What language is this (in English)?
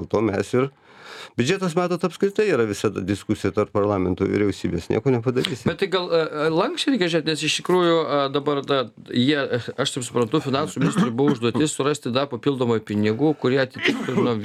Lithuanian